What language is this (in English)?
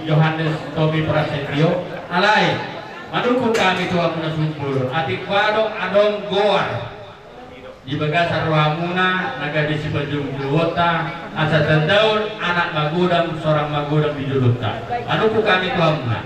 Batak Toba